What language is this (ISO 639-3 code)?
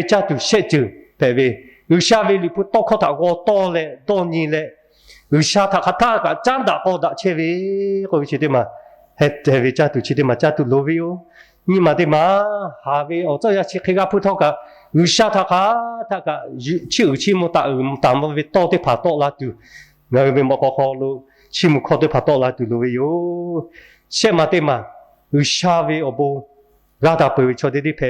lhu